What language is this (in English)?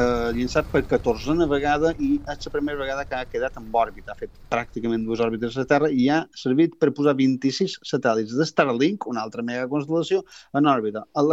Catalan